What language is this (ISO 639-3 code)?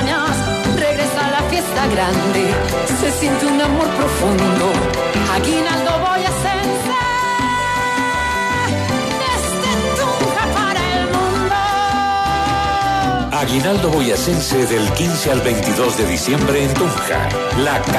spa